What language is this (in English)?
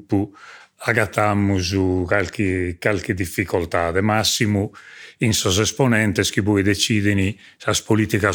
Sardinian